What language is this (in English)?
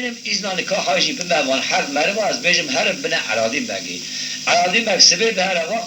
Kurdish